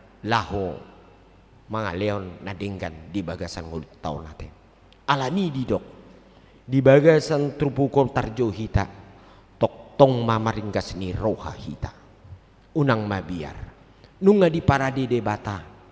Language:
Batak Toba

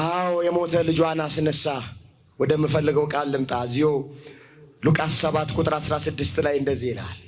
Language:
Amharic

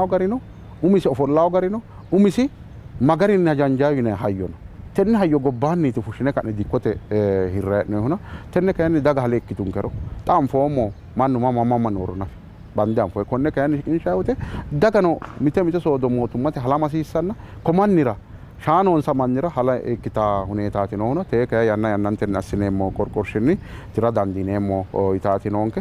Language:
Sidamo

